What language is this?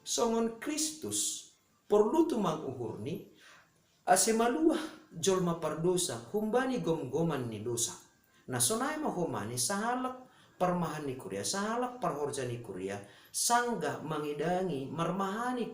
Batak Simalungun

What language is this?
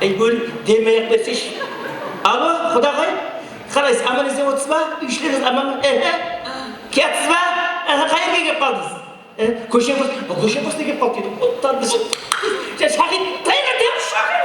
Kara-Kalpak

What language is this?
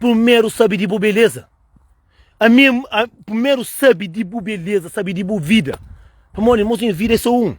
Kabuverdianu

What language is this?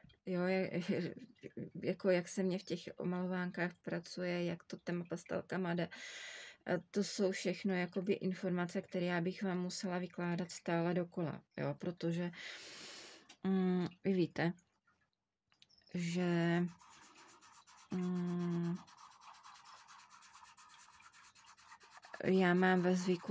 Czech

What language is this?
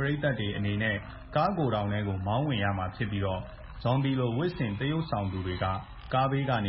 Burmese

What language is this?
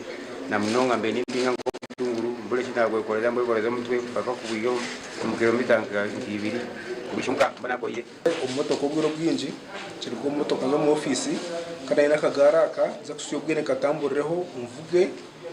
Nyankole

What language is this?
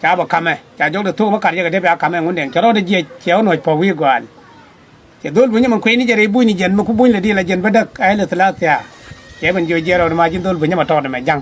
Nuer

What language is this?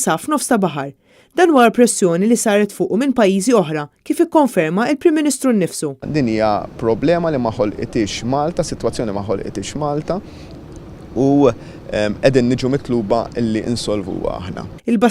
Maltese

